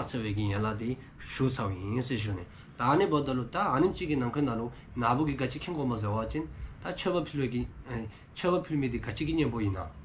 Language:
Dzongkha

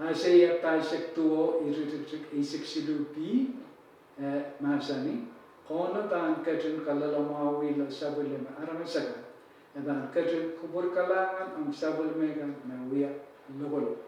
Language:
Pohnpeian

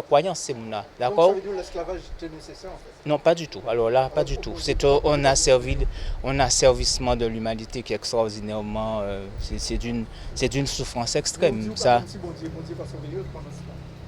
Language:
Guadeloupean Creole French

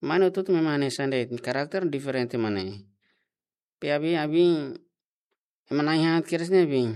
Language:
Tetum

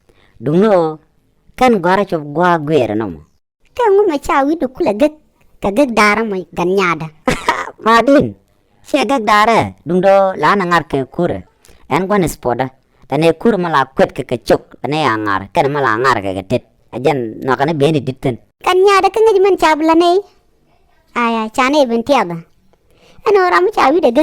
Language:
Nuer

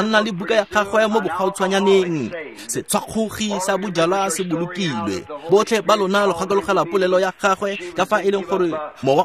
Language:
Tswana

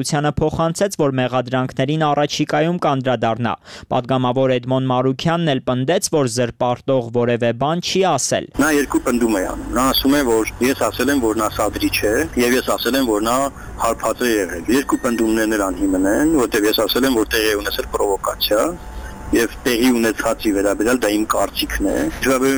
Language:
Armenian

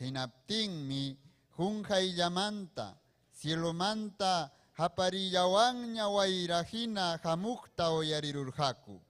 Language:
Ayacucho Quechua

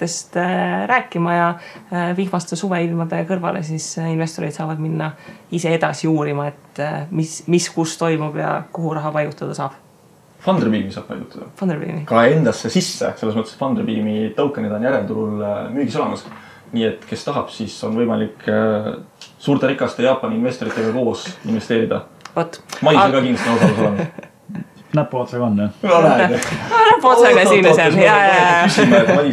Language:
Estonian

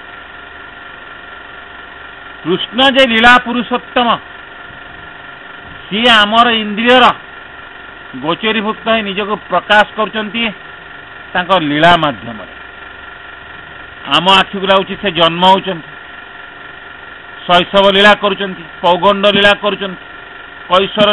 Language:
Odia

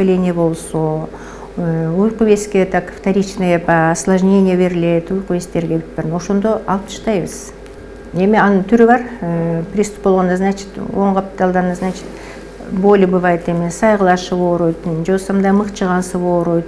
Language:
Kyrgyz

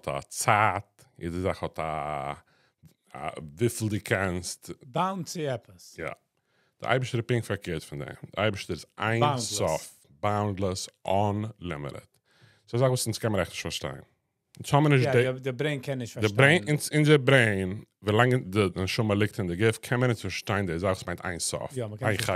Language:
Yiddish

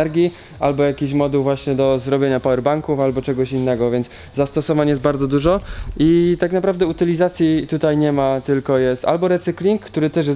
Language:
Polish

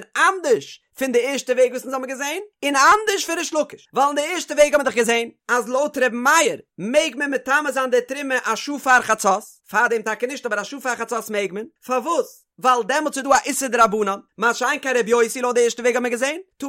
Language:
Yiddish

